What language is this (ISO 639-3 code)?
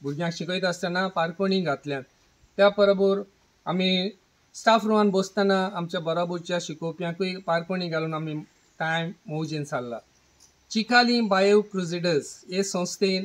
kok